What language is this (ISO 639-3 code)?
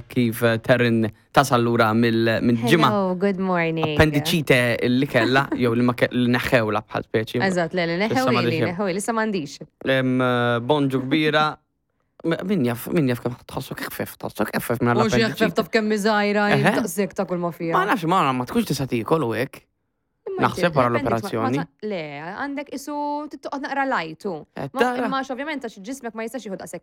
mlt